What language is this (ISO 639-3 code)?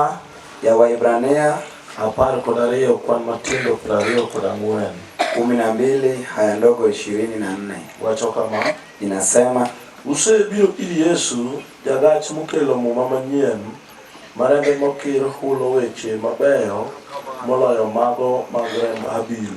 luo